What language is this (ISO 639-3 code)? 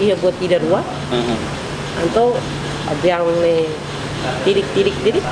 tet